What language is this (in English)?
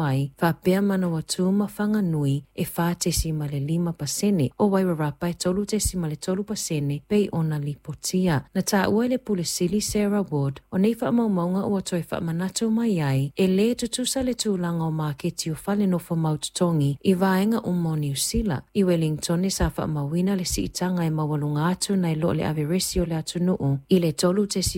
Samoan